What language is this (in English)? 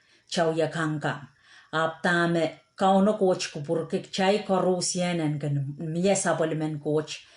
Pohnpeian